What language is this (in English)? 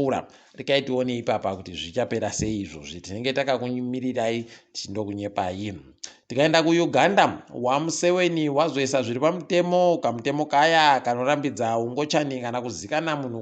Ndau